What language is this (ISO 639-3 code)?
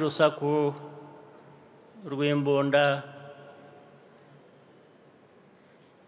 kin